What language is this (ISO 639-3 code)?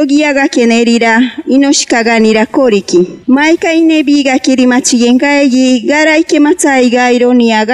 mcb